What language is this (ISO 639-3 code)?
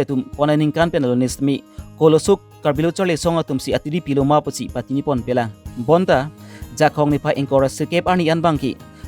mjw